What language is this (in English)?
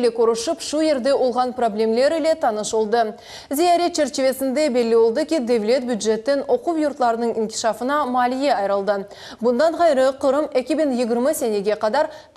Crimean Tatar